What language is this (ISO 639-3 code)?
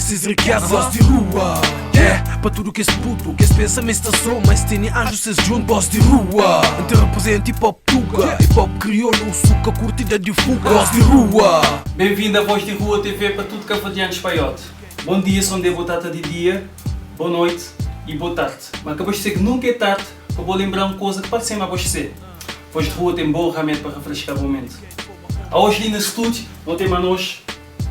kea